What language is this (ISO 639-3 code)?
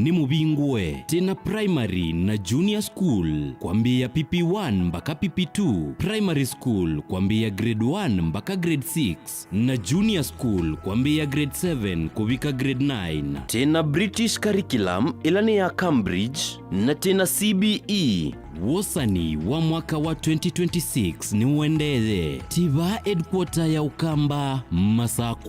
kam